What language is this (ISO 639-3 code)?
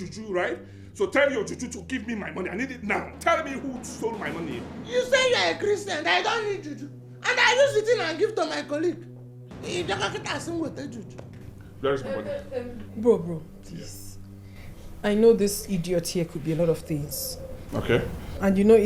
pcm